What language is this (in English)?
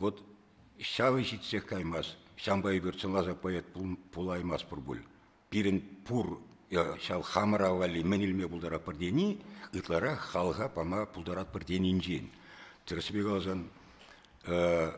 Chuvash